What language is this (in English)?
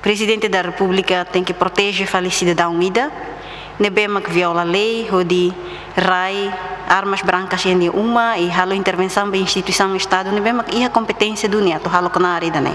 Tetum